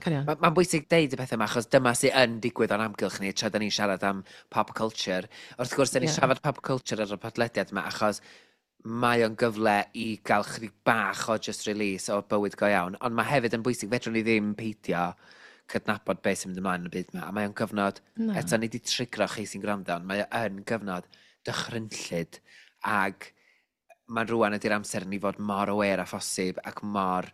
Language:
Welsh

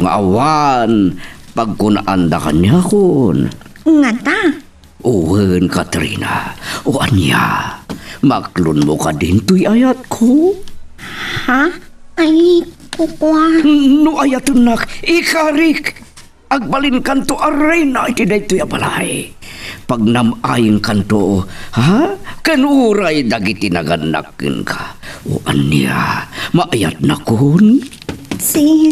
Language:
Iloko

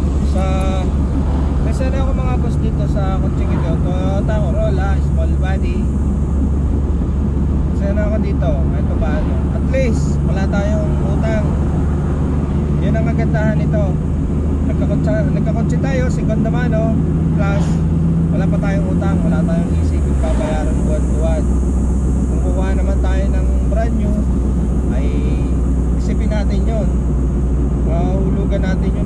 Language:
Filipino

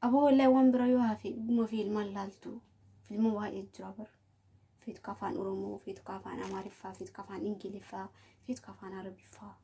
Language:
Oromo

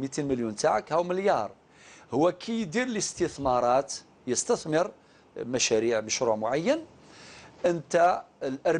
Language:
Algerian Arabic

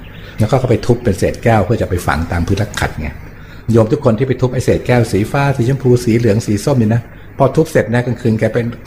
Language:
Thai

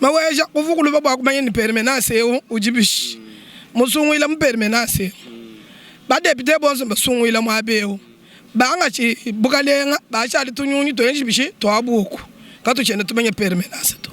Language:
Luba-Lulua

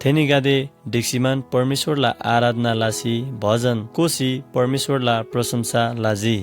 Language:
Eastern Tamang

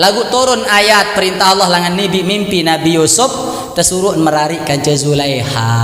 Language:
Sasak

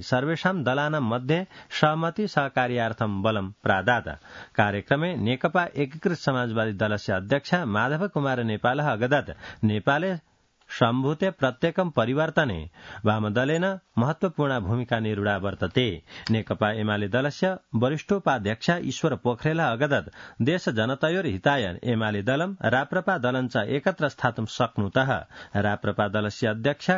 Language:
Sanskrit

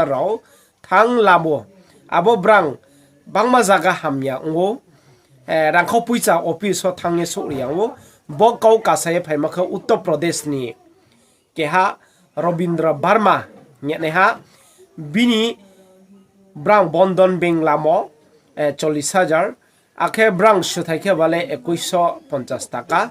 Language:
Riang (India)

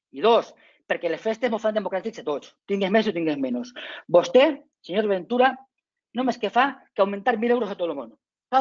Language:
Catalan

